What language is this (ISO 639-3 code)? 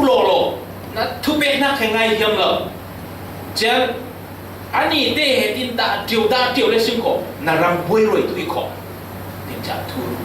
cfm